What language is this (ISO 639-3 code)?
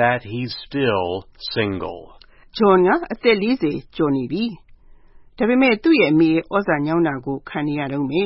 mya